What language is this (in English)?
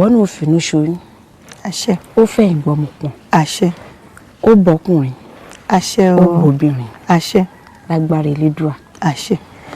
Yoruba